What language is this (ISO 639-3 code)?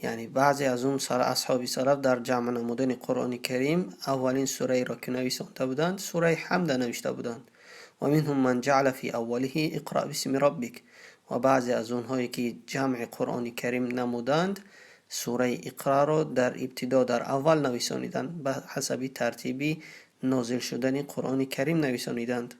tgk